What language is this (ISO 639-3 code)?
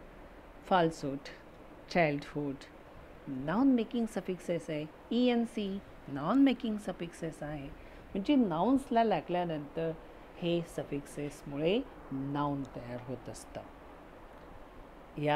mar